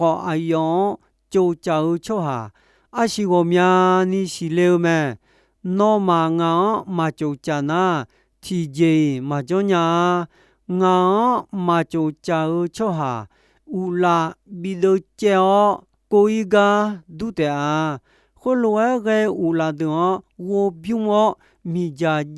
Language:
Akha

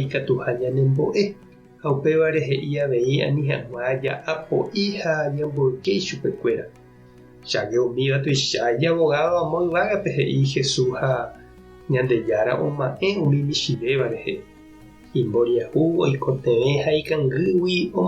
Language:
Guarani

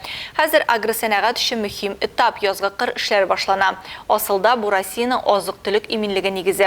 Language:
Tatar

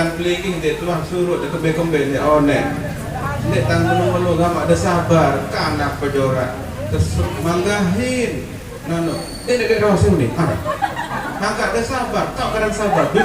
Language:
Sasak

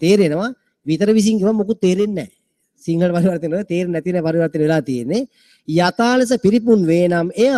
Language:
Sinhala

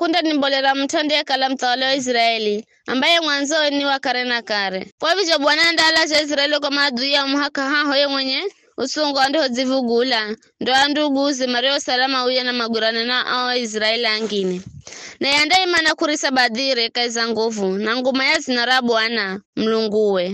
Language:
Giryama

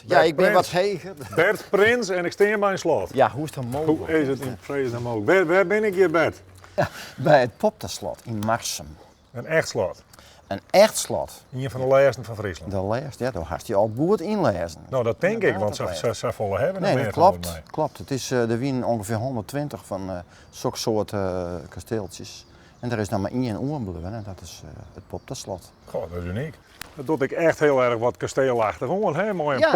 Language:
Western Frisian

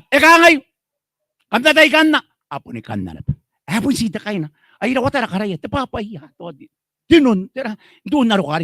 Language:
Gilbertese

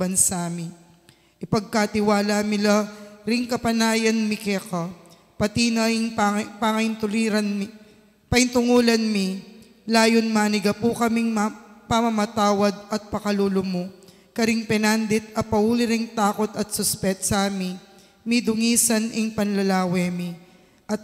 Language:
Pampanga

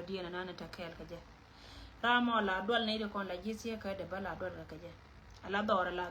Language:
Nuer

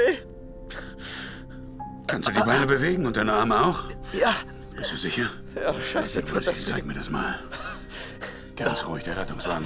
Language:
German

